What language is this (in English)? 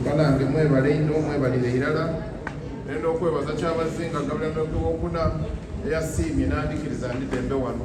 Soga